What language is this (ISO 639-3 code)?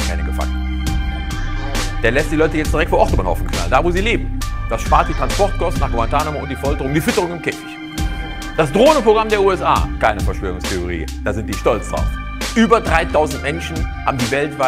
deu